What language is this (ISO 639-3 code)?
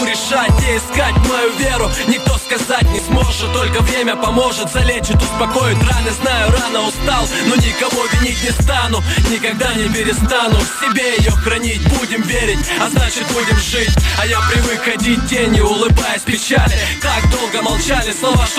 rus